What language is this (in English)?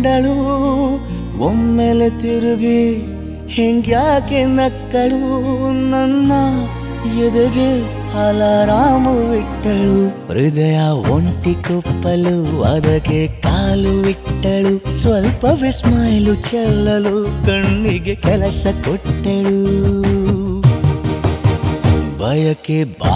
Kannada